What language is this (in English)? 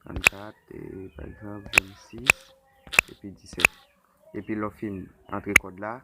Haitian Creole